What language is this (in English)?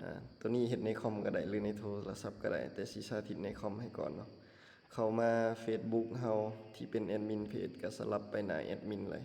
Lao